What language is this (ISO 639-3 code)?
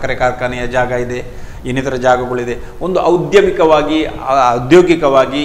kan